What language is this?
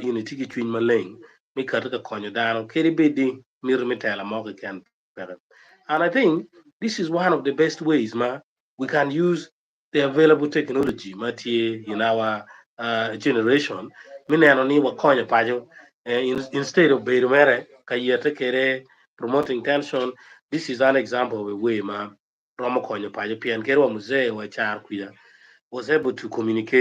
Acoli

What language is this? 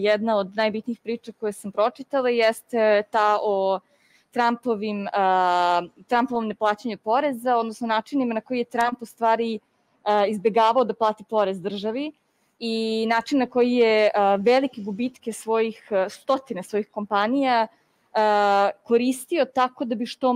Serbian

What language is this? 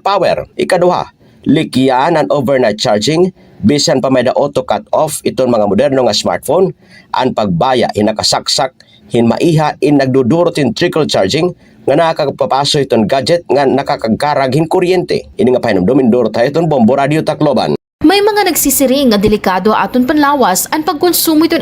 Waray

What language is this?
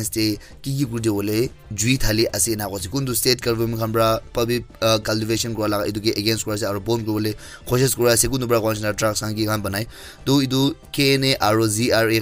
Naga Pidgin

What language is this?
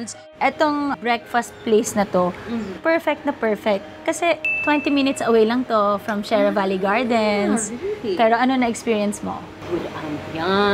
Filipino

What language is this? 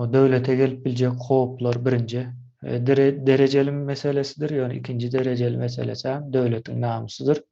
Turkmen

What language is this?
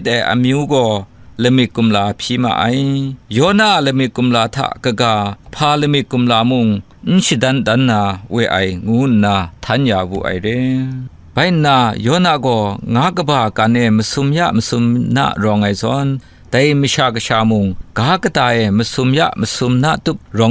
Kachin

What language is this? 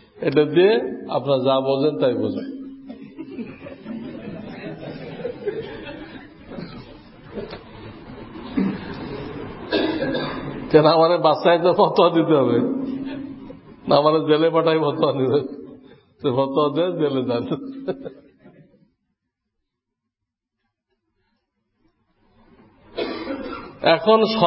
Bangla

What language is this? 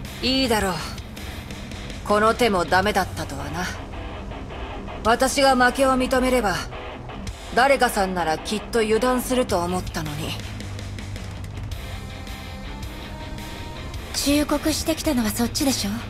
Japanese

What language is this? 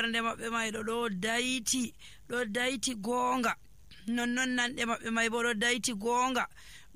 Nigerian Fulfulde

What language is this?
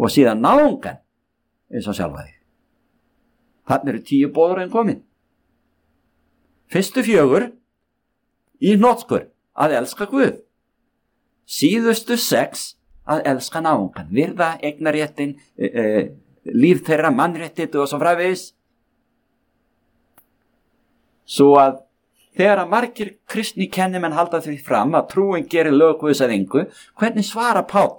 Icelandic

